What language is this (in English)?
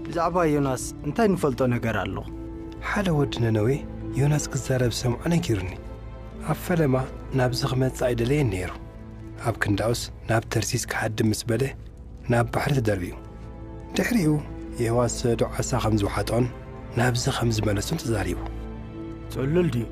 Tigrinya